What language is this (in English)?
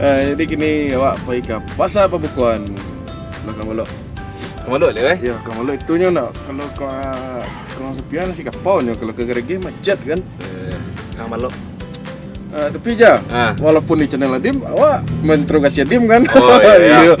Minangkabau